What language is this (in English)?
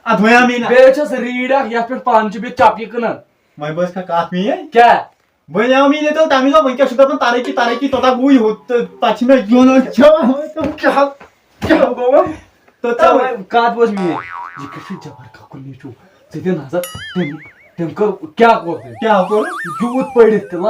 Kashmiri